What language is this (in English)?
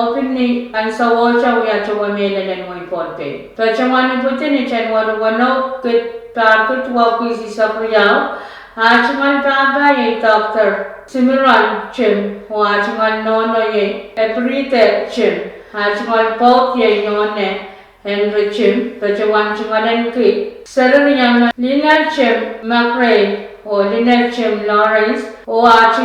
Pohnpeian